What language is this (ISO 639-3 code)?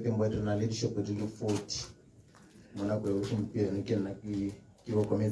tsn